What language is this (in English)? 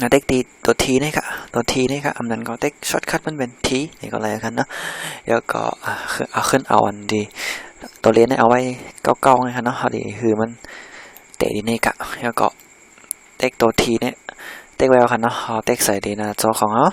Shan